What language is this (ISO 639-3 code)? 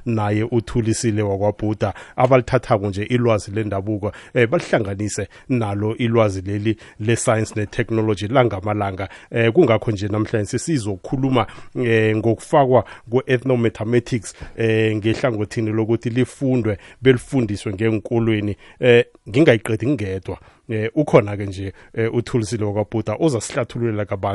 nbl